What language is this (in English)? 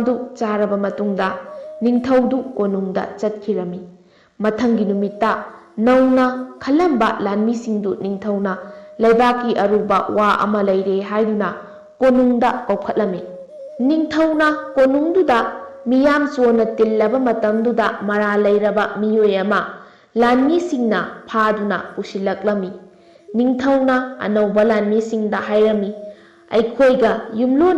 Manipuri